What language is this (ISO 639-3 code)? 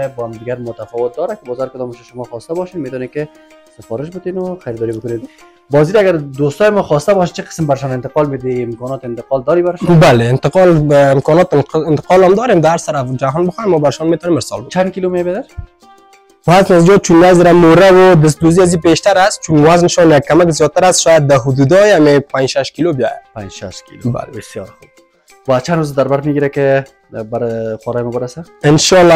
fas